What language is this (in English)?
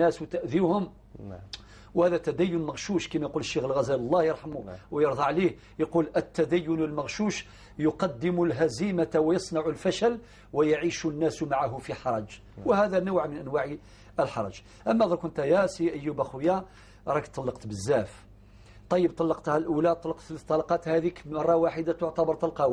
Algerian Arabic